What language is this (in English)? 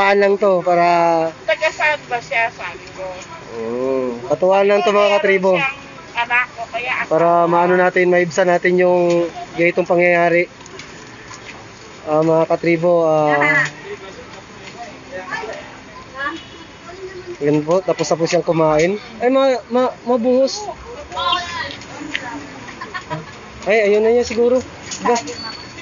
Filipino